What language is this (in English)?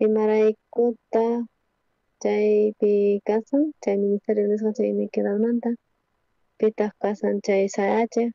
South Bolivian Quechua